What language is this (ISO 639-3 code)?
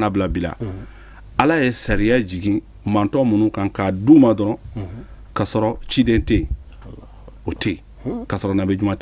bam